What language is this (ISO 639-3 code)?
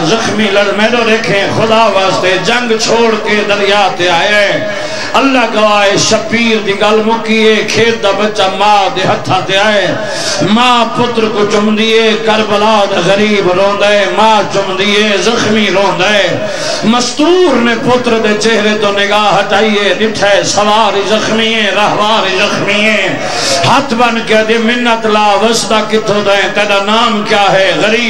skr